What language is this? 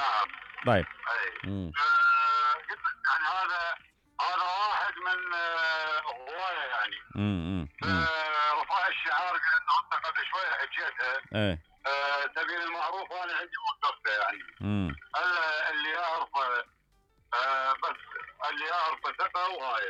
Mesopotamian Arabic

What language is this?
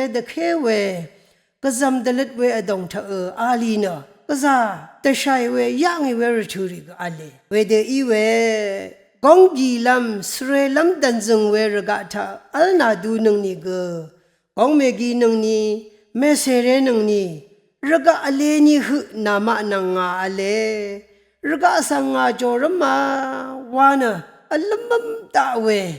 Rawang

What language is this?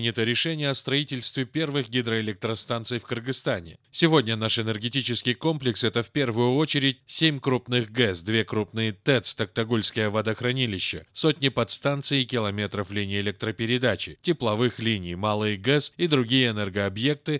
Russian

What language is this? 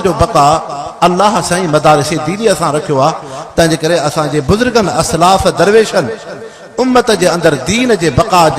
Sindhi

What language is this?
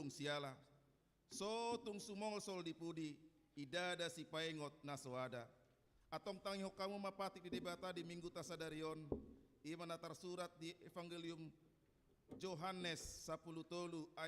Batak Toba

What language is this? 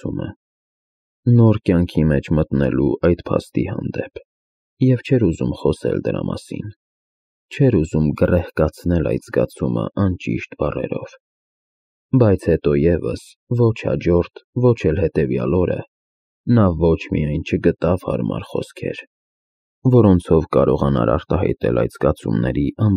Armenian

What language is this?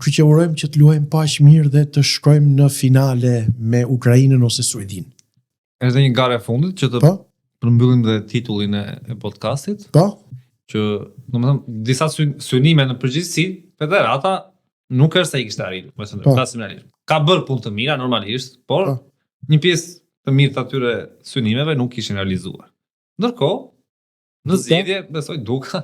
Albanian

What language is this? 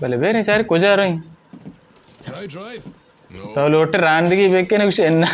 Baluchi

